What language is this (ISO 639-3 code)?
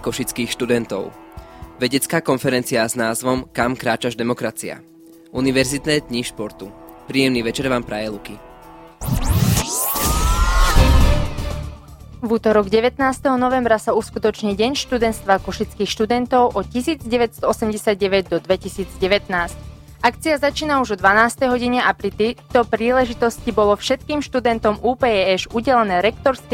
slk